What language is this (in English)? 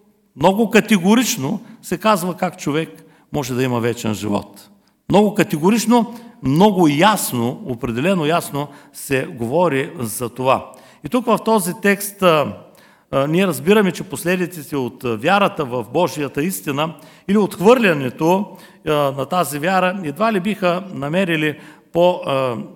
Bulgarian